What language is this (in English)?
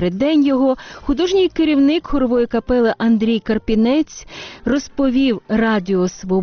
Ukrainian